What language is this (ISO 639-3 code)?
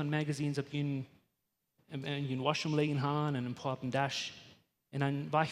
pdt